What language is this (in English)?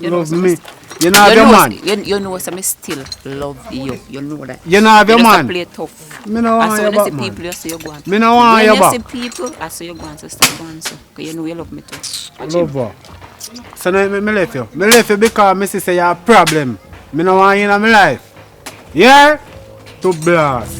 Jamaican Creole English